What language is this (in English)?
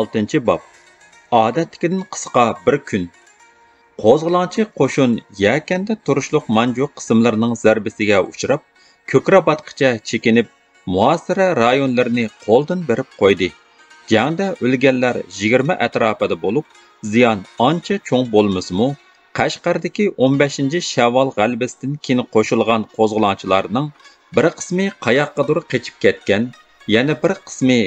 Uyghur